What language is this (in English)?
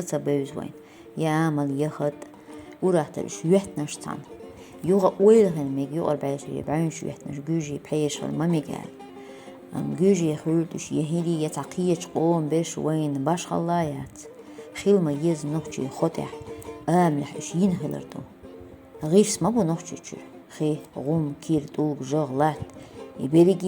Chechen